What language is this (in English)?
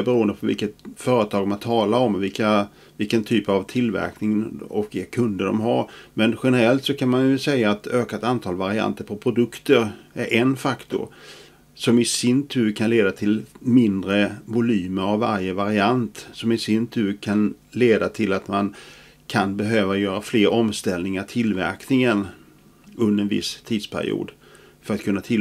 Swedish